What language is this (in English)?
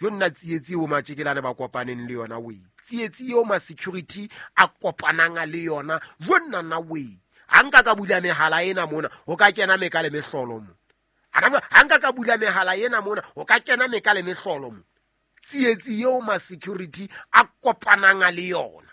Southern Sotho